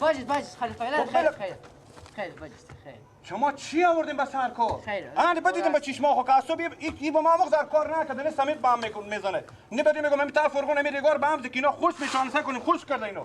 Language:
Persian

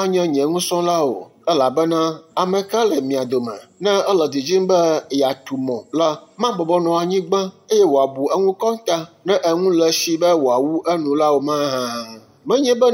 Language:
Ewe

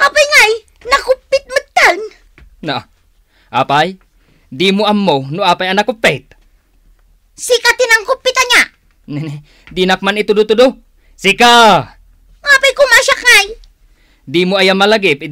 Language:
Iloko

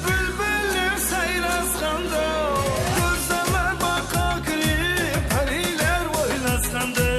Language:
Kara-Kalpak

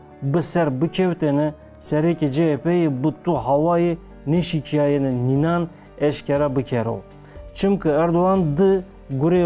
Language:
Zaza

